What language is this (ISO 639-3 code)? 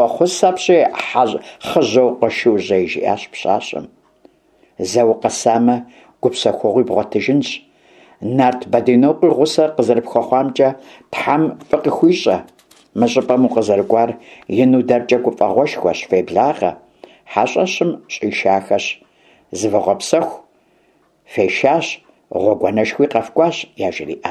kbd